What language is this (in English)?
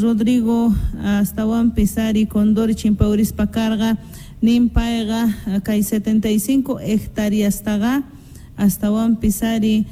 South Bolivian Quechua